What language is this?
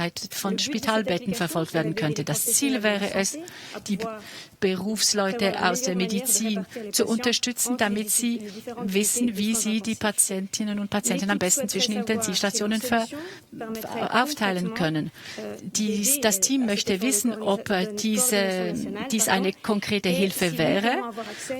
Swiss German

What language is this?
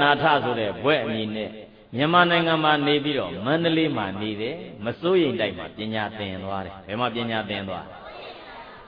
Burmese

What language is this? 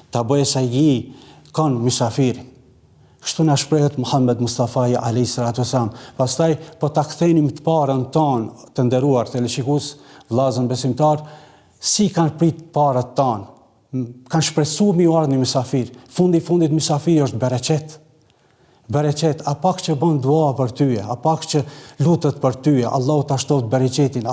Albanian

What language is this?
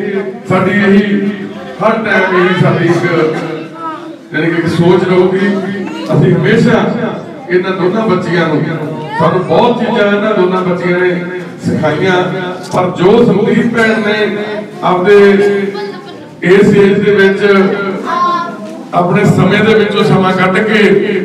Punjabi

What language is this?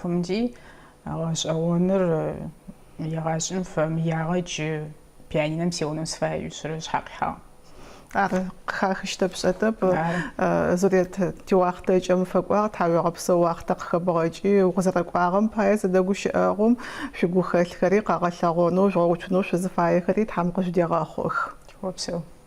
Adyghe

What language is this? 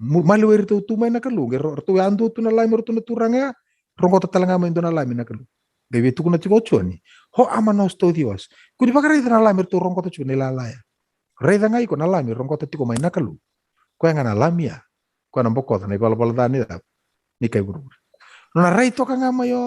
Fijian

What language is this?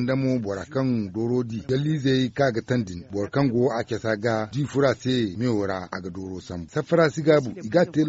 Zarma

